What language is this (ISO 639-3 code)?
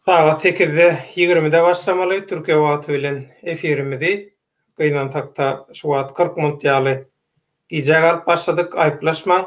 tuk